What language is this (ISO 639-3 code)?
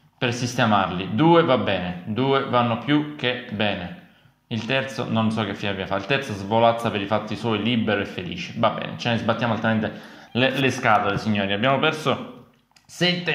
ita